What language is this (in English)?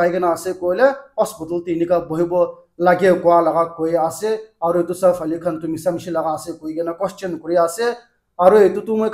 Naga Pidgin